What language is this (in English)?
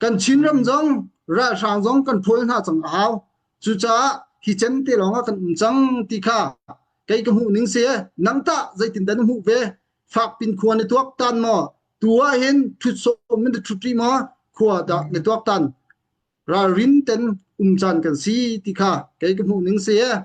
Hakha Chin